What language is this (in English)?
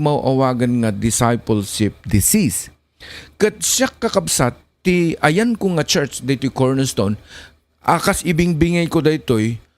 Iloko